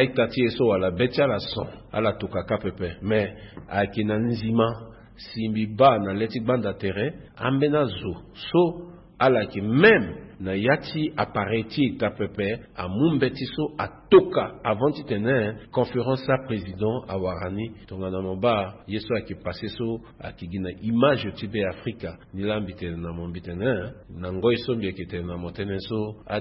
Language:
Sango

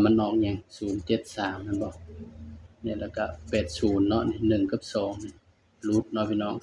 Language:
Lao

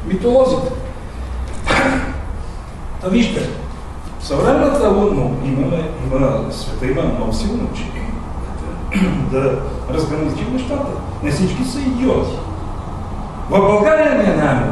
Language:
Bulgarian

